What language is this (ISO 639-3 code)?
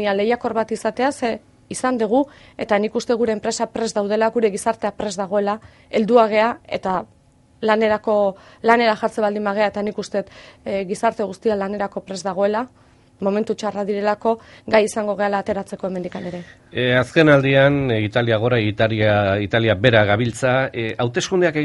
eus